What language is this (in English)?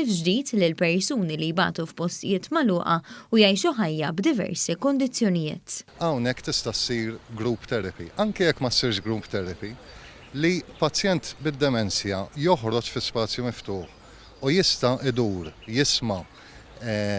Maltese